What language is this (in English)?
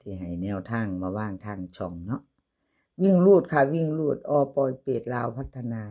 Northeastern Thai